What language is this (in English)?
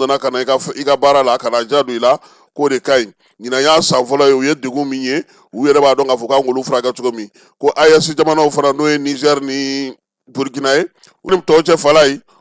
Bambara